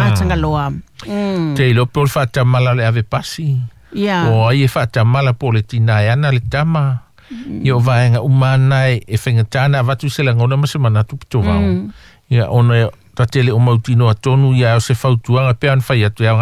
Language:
Samoan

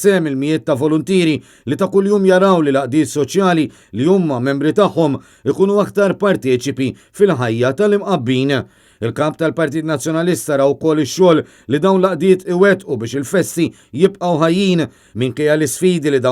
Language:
Maltese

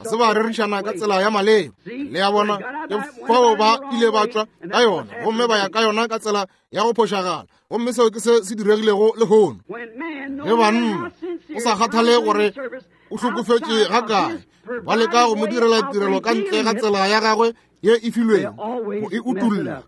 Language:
Northern Sotho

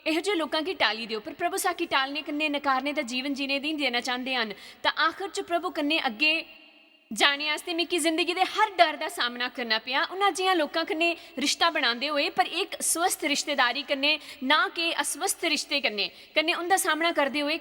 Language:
Dogri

